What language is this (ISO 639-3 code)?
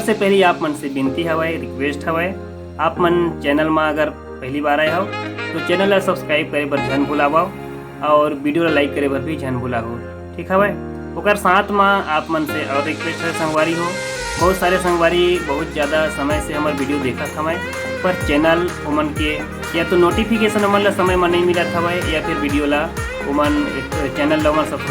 hne